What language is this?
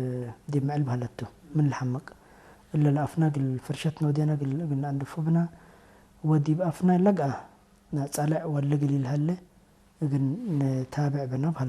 Tigre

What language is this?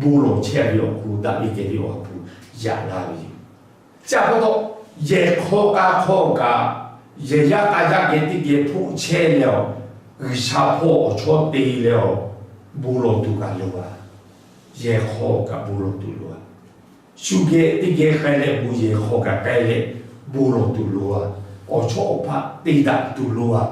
Lahu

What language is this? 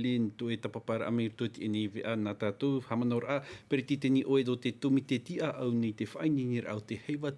Tahitian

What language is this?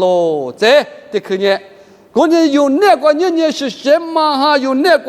Lisu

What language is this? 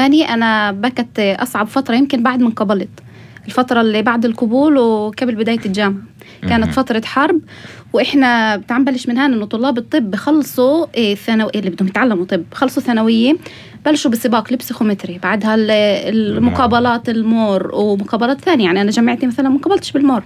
North Levantine Arabic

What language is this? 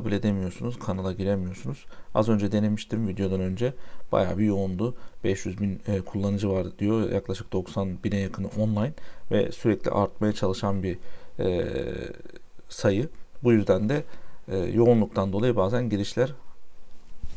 Turkish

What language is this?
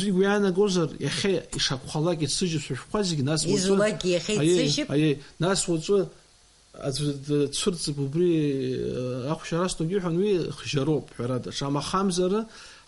Abkhazian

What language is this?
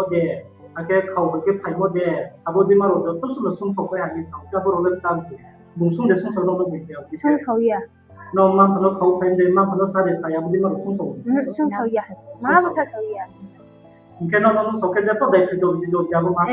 Riang (India)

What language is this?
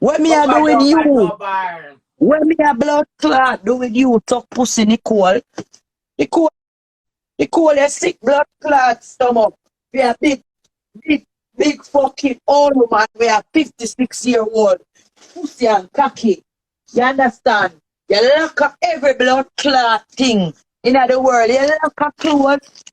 Jamaican Creole English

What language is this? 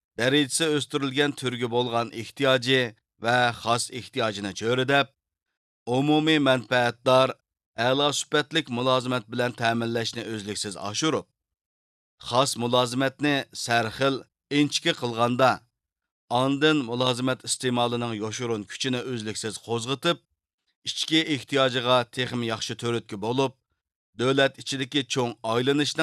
Uyghur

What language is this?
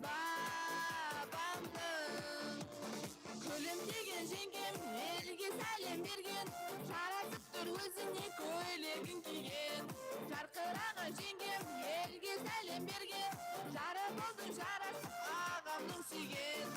Kara-Kalpak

